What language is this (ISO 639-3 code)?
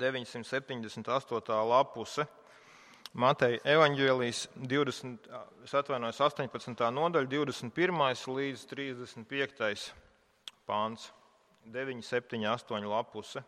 lav